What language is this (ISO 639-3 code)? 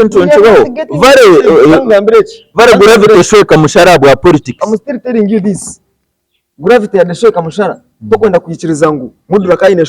nyn